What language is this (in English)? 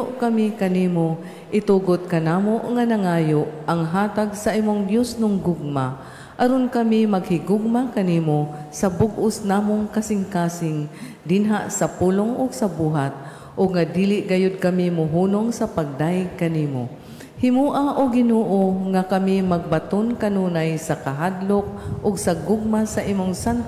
Cebuano